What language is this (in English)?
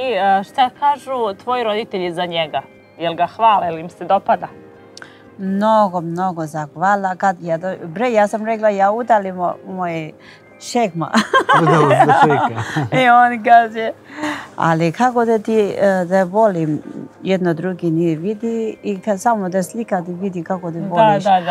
Serbian